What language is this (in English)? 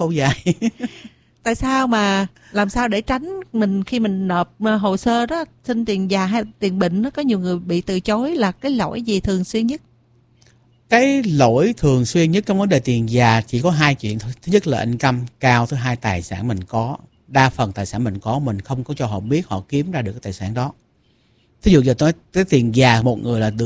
Vietnamese